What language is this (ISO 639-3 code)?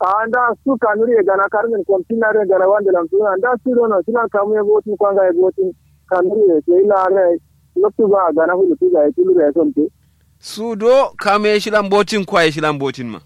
kau